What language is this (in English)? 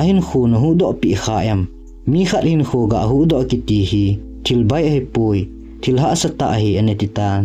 Thado Chin